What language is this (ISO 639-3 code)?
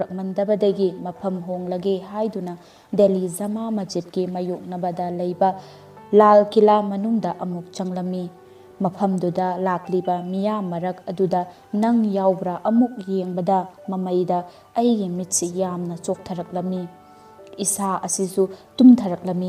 mni